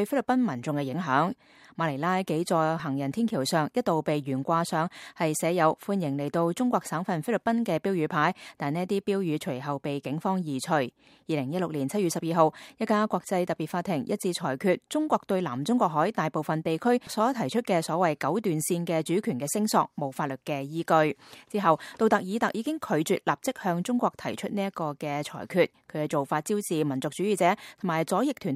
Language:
Cantonese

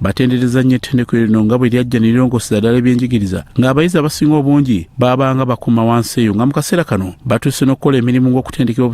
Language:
Ganda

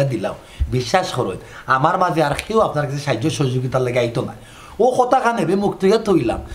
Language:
Sylheti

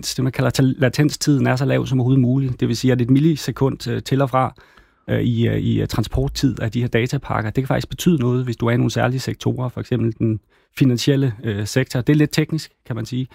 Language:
Danish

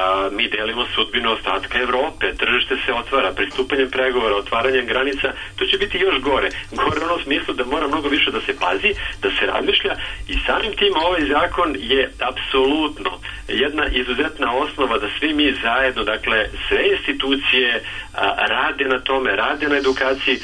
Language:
Serbian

